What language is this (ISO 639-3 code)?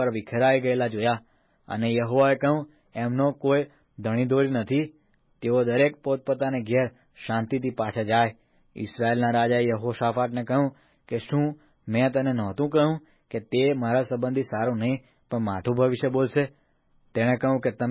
guj